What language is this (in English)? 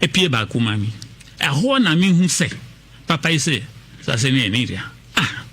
Akan